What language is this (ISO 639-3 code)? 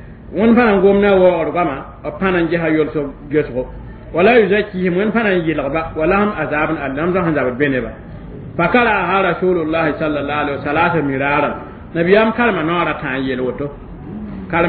mos